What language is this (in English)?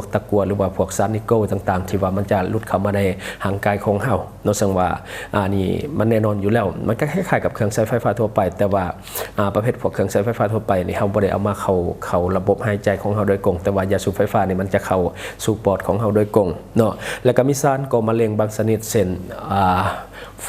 Lao